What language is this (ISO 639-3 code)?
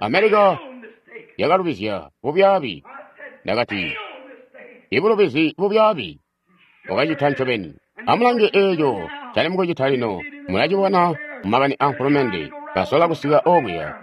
toi